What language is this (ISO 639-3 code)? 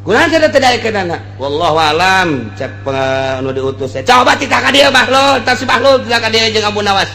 sun